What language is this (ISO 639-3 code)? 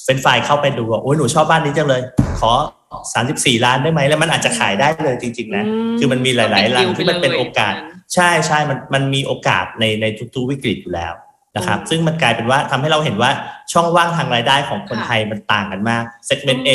tha